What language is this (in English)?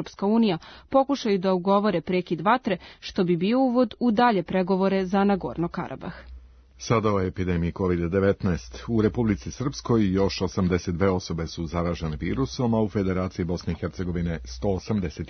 Serbian